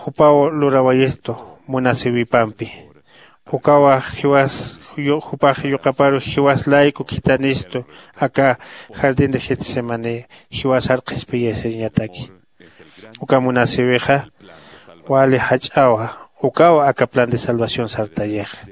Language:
Aymara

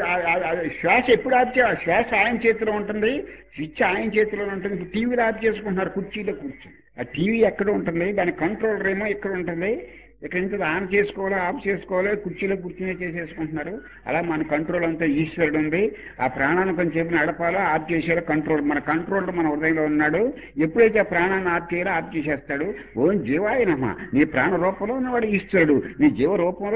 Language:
Telugu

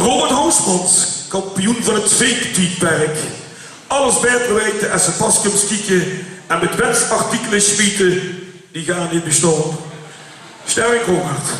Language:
Limburgish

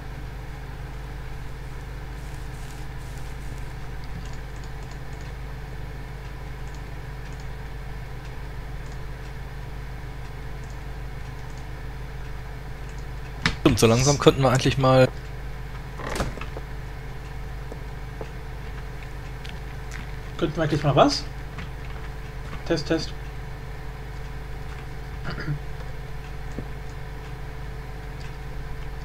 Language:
German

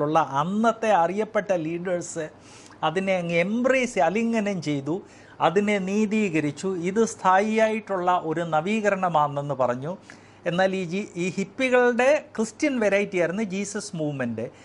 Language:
Malayalam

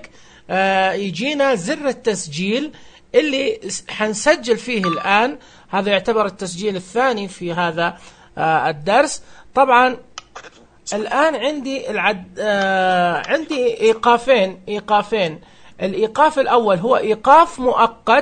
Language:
Najdi Arabic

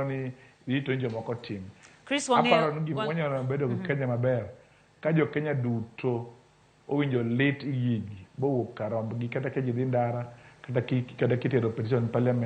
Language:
Luo (Kenya and Tanzania)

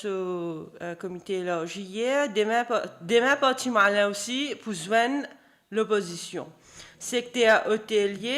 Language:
Morisyen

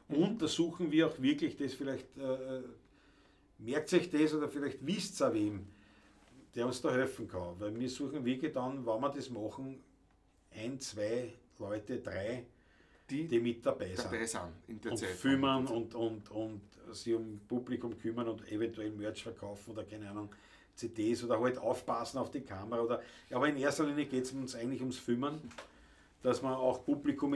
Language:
Bavarian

